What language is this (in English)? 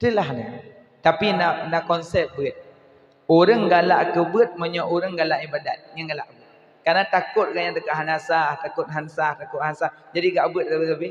Achinese